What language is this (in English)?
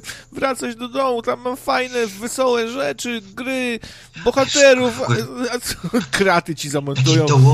Polish